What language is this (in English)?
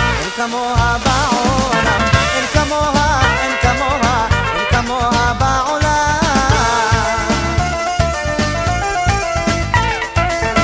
Hebrew